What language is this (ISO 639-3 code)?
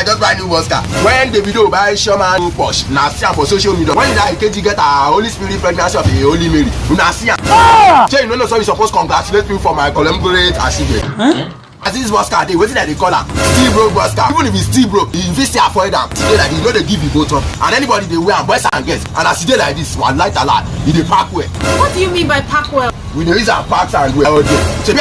pcm